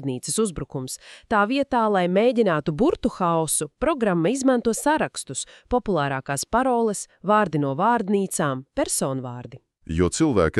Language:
Latvian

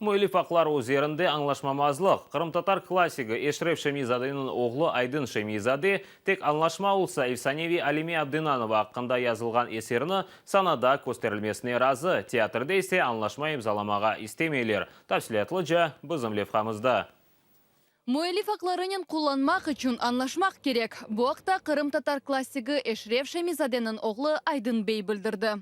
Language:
Crimean Tatar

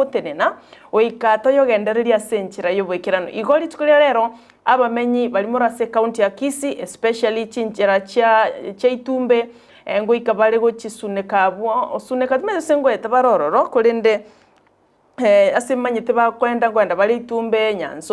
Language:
Gusii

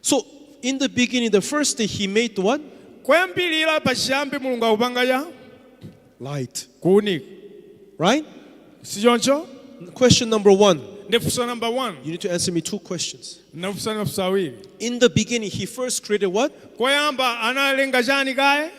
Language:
Nyanja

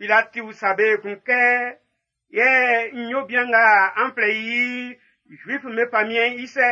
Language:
Baoulé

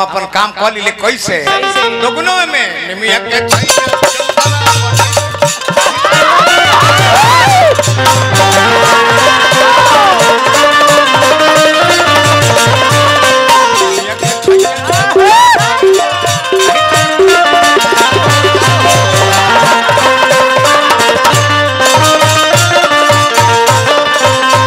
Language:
Bhojpuri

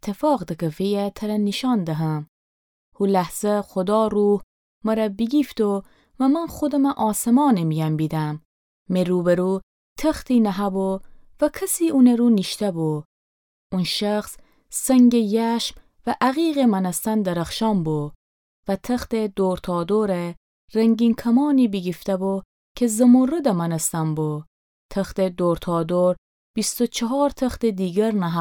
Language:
Gilaki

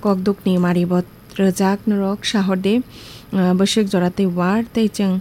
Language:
Kok Borok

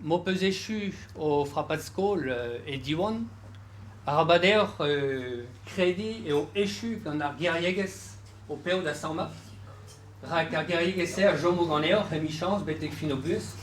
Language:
Breton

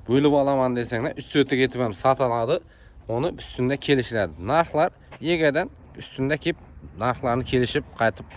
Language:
Uzbek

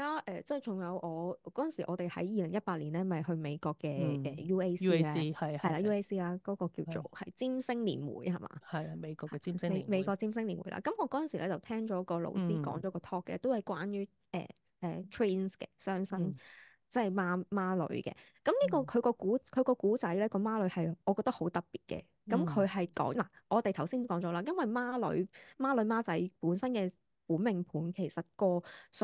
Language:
Cantonese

